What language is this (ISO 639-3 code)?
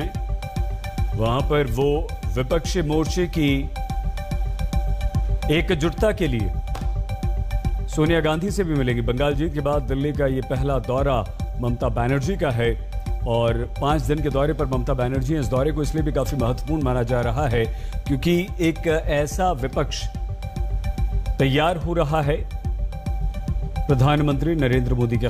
hin